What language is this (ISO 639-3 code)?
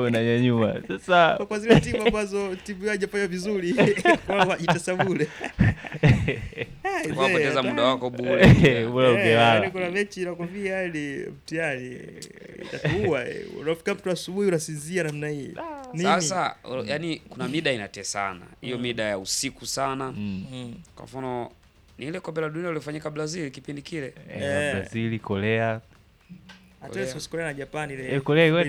swa